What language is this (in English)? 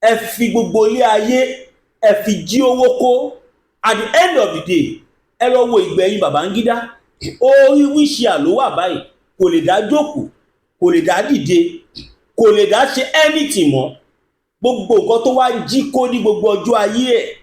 Yoruba